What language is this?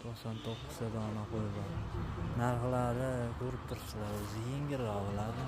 Uzbek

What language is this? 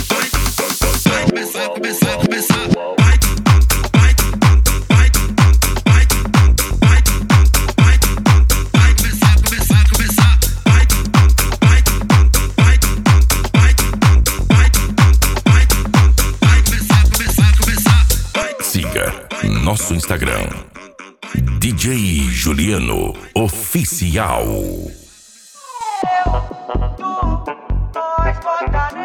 Portuguese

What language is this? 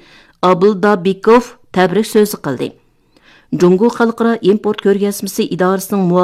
Uyghur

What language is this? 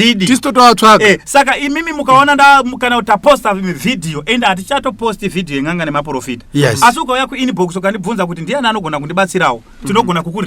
Shona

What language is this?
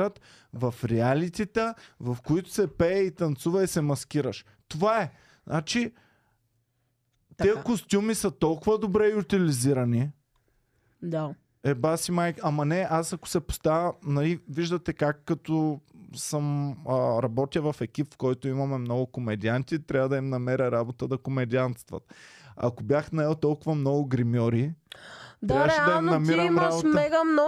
Bulgarian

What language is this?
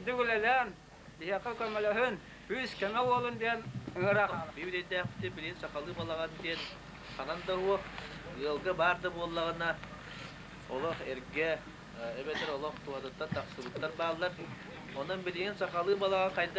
Yakut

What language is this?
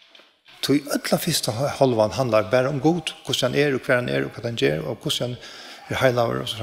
Faroese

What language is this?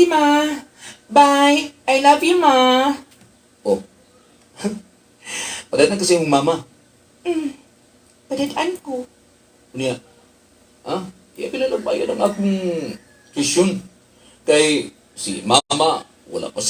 Cebuano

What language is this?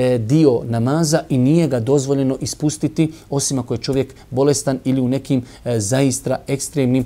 Bosnian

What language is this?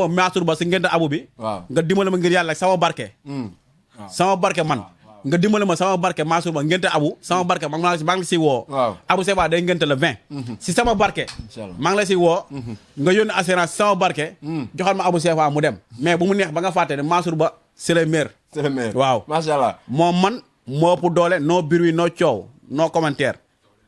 Wolof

